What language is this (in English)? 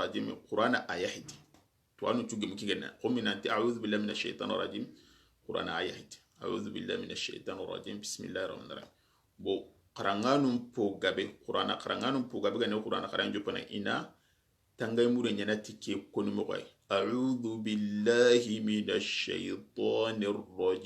Soninke